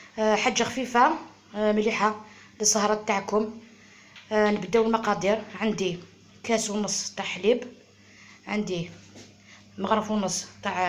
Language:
Algerian Arabic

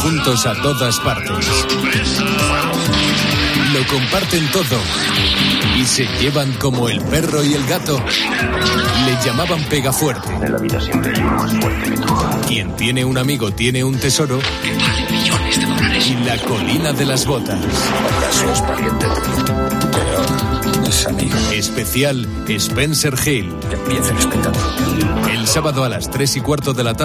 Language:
Spanish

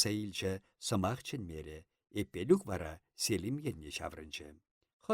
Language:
Chuvash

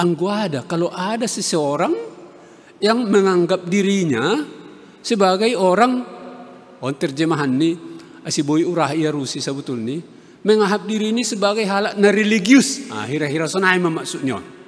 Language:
Batak Simalungun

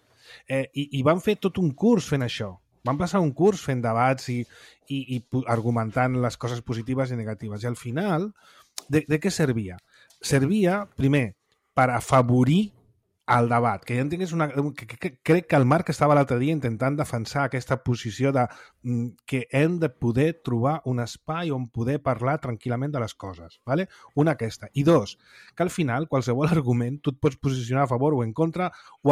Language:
Catalan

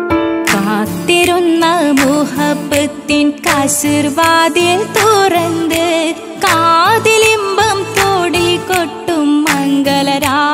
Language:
Malayalam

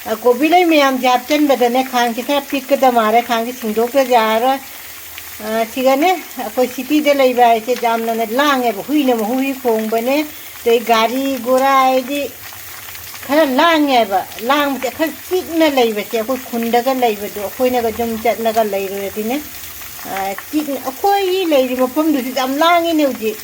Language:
Manipuri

